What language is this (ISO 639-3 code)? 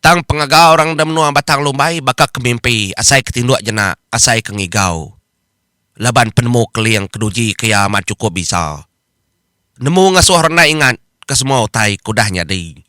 iba